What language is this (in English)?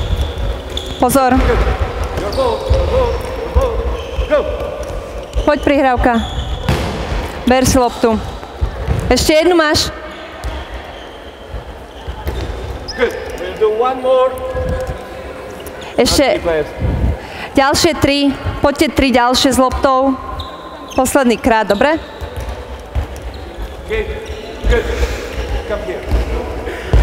Slovak